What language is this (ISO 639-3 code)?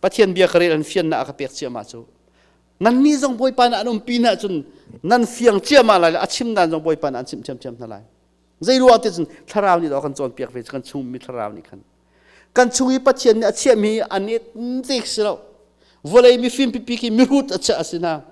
cnh